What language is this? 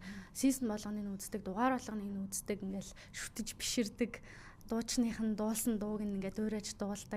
Mongolian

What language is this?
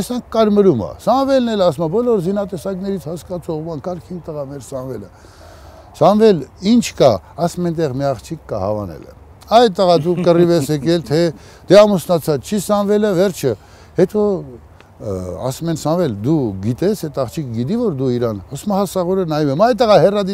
Armenian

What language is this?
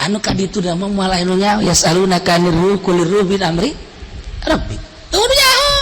Sundanese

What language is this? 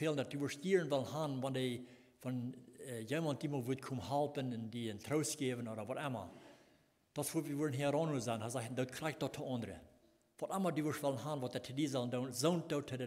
Plautdietsch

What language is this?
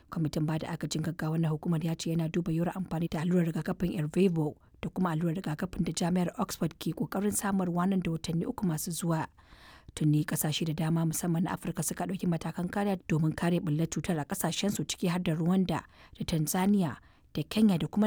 Hausa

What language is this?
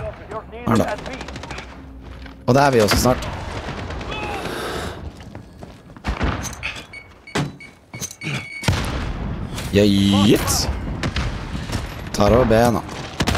Norwegian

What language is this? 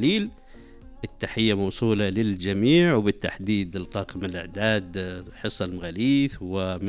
Najdi Arabic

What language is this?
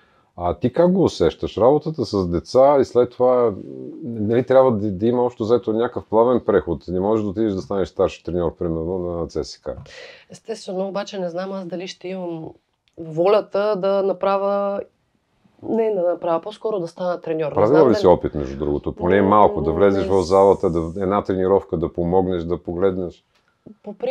Bulgarian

